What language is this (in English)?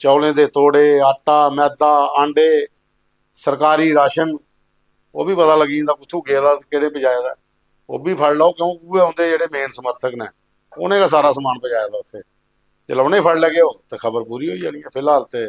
Dogri